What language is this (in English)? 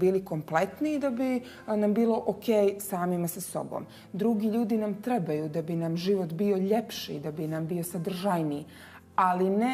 Bosnian